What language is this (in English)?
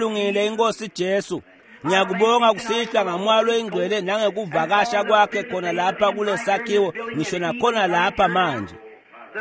Swati